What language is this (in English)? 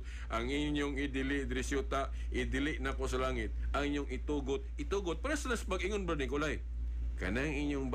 Cebuano